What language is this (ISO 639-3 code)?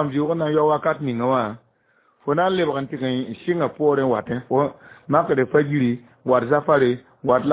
mos